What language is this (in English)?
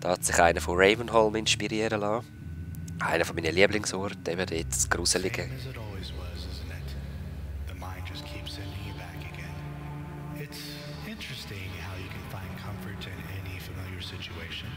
Swiss German